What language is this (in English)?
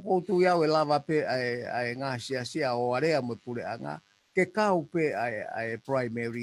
Tongan